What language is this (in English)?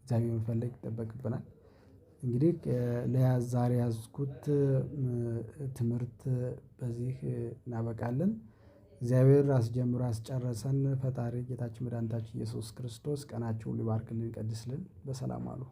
Amharic